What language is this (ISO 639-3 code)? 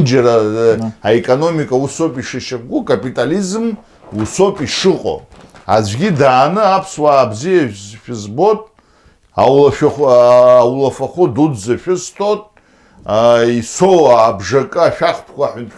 abk